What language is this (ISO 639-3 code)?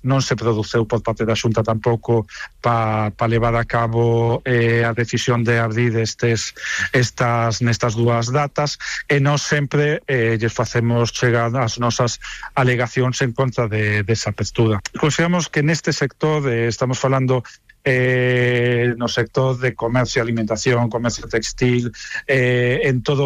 glg